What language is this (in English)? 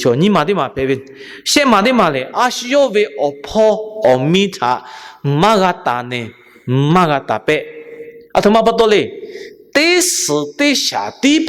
Lahu